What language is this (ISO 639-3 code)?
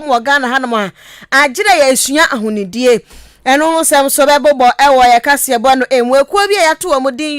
aka